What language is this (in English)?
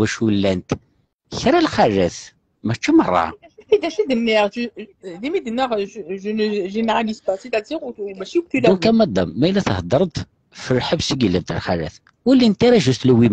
Kabyle